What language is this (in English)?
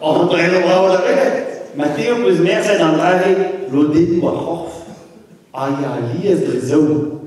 Breton